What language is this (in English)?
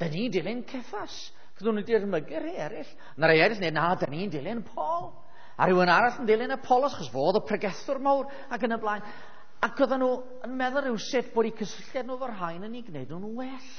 Welsh